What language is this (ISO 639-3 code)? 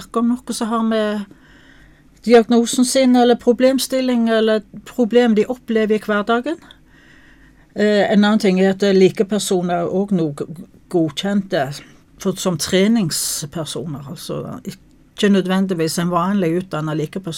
nor